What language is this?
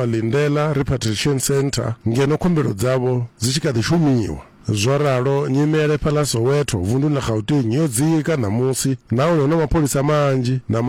Venda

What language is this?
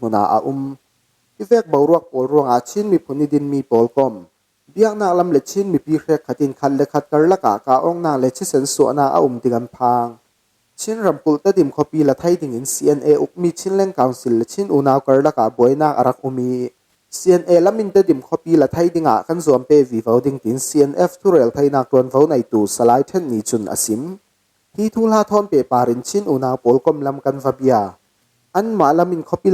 Falam Chin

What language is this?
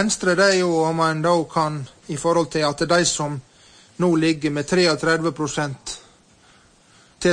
Norwegian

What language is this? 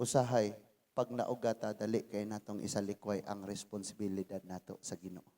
Cebuano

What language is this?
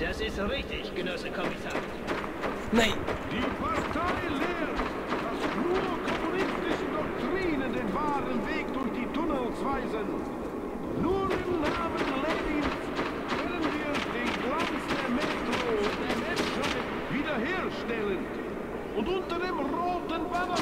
Swiss German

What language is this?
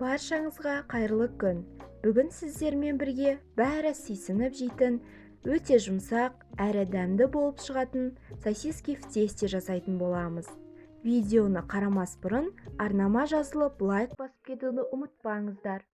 Kazakh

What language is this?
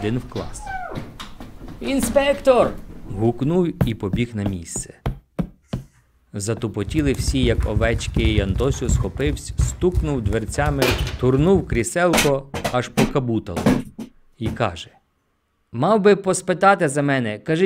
Ukrainian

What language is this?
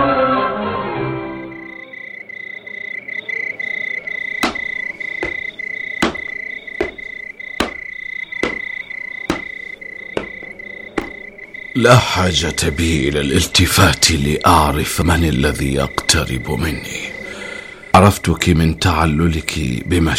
Arabic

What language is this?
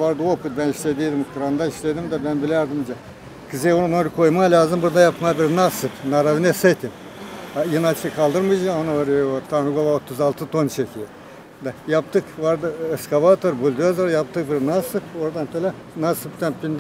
Gagauz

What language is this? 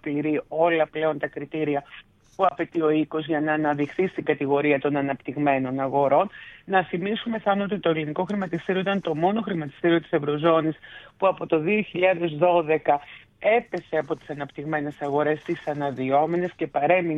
Greek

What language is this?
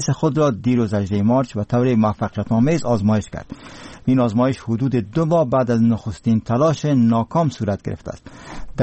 Persian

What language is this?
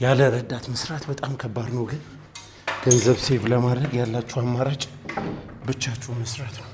Amharic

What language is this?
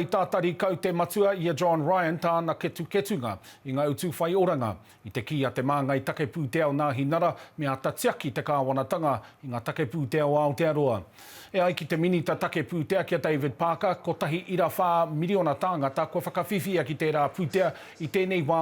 Māori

